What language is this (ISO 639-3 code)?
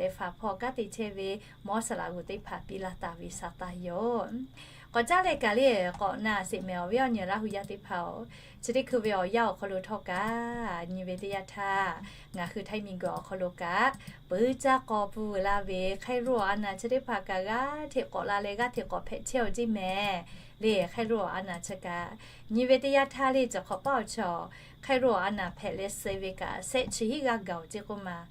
lhu